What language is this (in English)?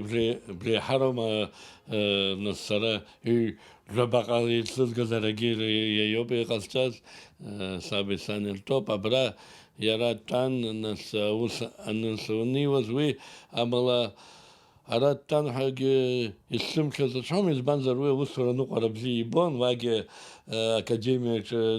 Abkhazian